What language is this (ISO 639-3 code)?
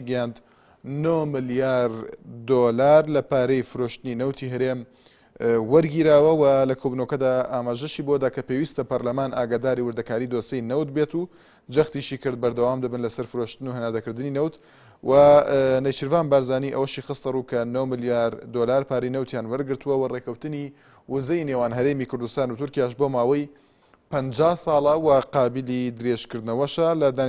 ckb